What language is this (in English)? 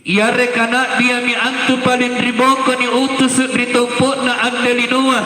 Makasar